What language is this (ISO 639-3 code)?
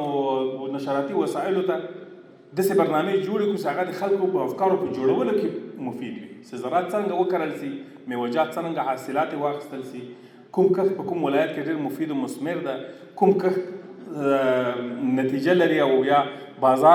pus